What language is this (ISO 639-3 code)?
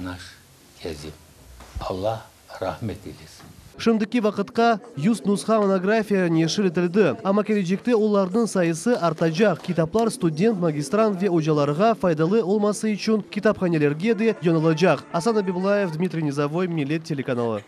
crh